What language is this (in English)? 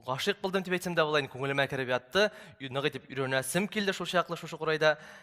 Bashkir